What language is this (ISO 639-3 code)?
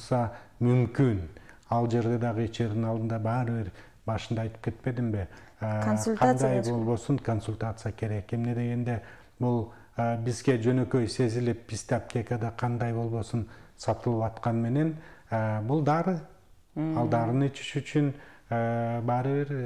kir